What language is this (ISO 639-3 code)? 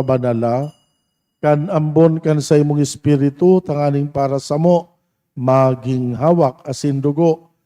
bik